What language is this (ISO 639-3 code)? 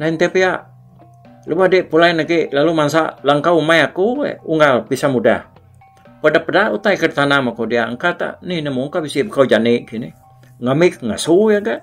iba